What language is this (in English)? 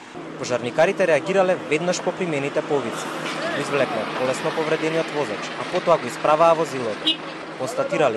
Macedonian